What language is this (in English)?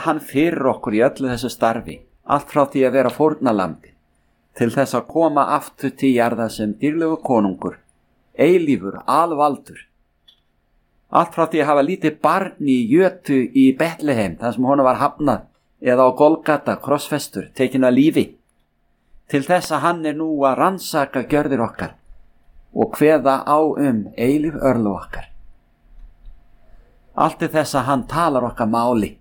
Icelandic